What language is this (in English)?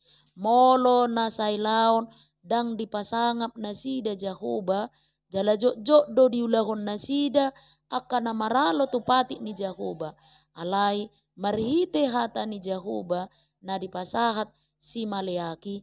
Batak Toba